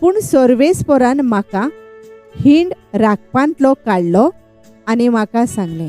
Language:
Konkani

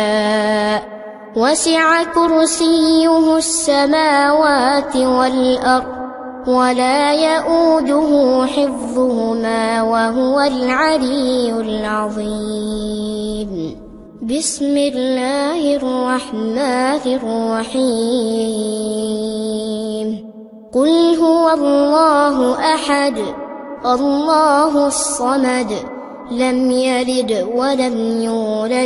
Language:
Arabic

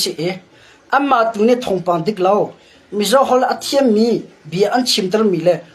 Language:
Hakha Chin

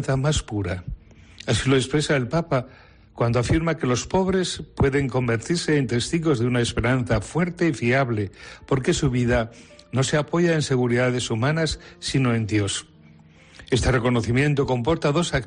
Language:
Spanish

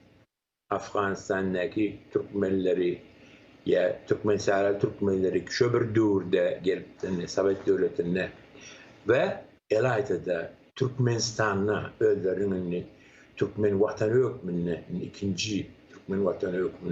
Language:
Turkmen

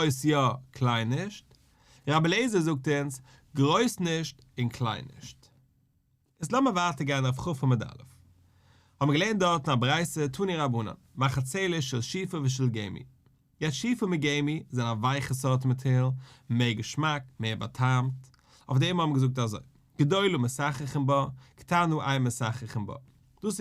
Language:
Yiddish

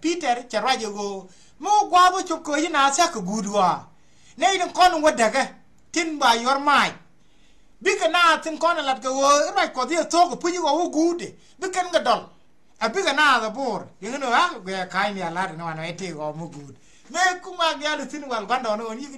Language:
Nuer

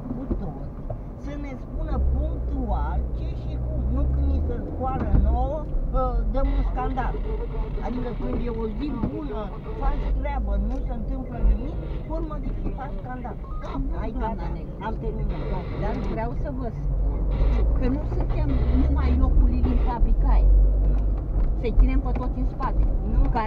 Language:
Romanian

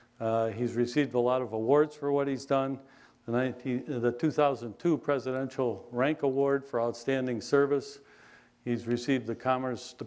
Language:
English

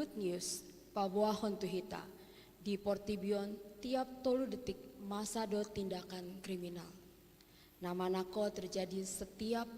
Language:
Batak Toba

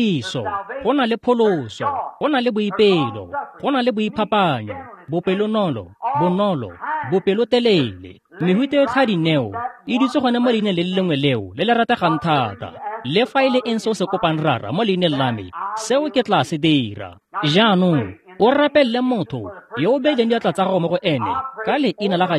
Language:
Tswana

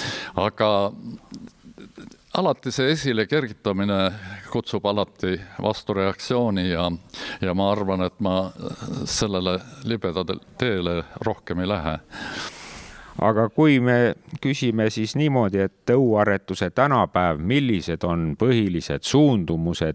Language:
Estonian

